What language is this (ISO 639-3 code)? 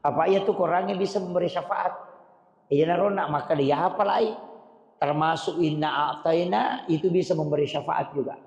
bug